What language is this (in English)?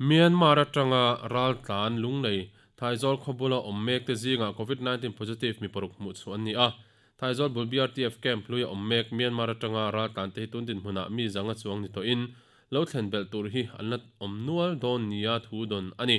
Mizo